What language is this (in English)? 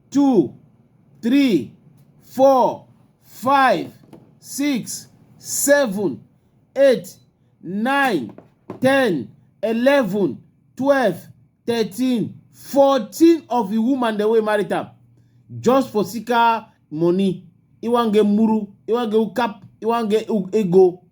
Cameroon Pidgin